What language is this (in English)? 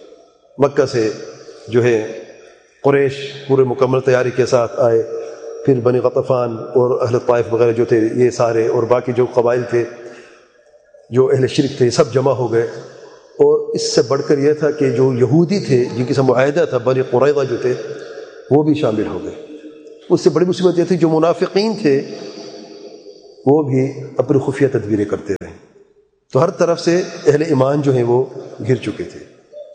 Urdu